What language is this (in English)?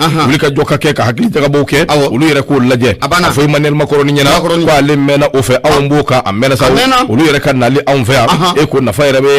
Bambara